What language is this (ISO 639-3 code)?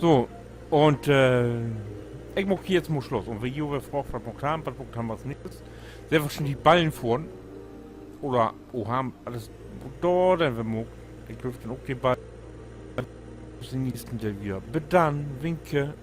nds